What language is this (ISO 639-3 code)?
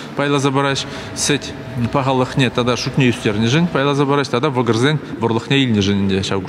chv